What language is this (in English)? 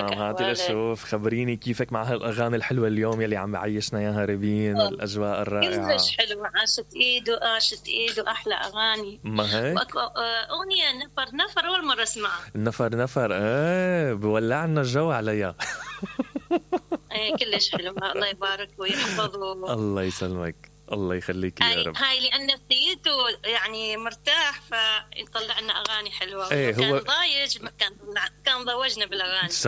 Mesopotamian Arabic